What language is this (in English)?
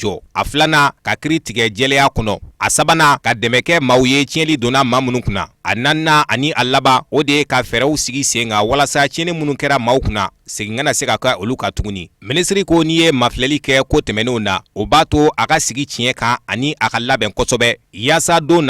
Bambara